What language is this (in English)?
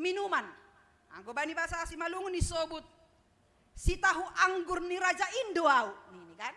Batak Simalungun